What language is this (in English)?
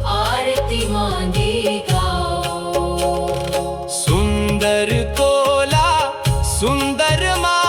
Dogri